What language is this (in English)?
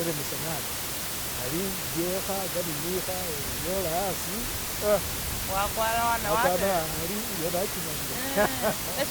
Masaaba